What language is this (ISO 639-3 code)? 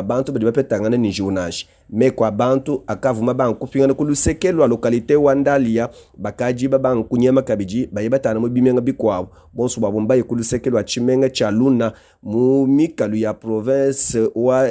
lua